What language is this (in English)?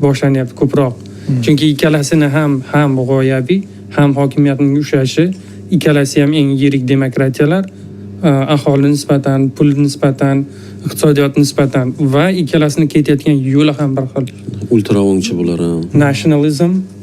Uzbek